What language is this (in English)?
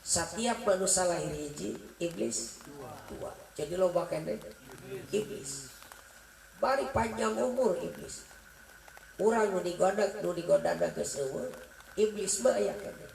Sundanese